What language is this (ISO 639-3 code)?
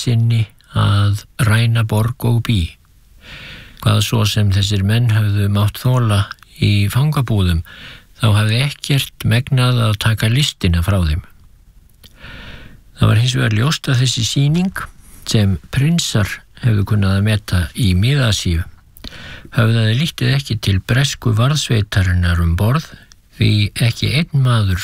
isl